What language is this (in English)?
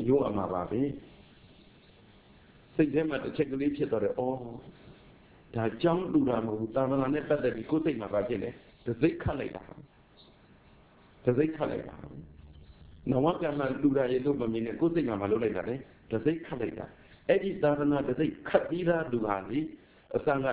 Burmese